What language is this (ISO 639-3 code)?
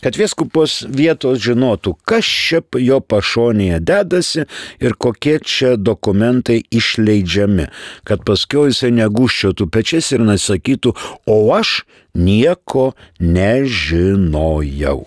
lit